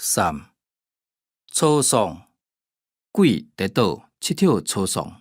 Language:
Hakka Chinese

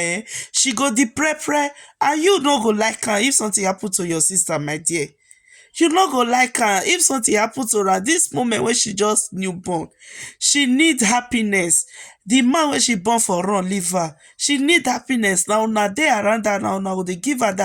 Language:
Nigerian Pidgin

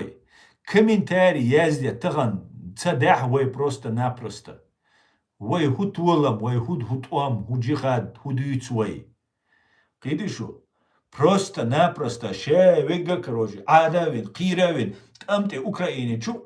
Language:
Chechen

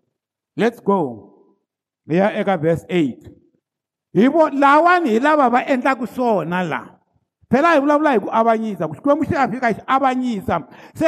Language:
Tsonga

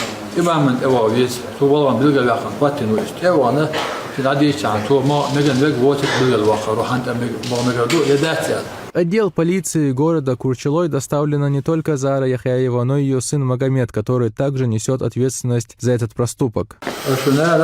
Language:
Chechen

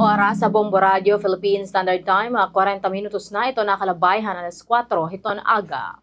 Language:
Waray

